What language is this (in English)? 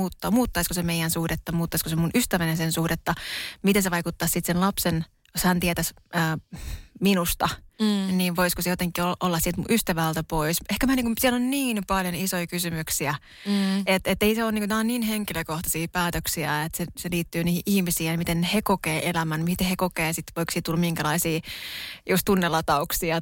Finnish